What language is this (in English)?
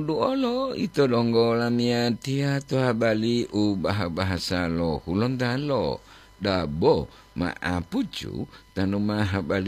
Gorontalo